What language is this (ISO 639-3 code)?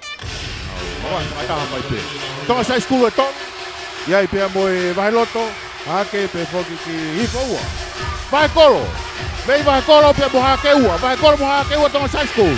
ton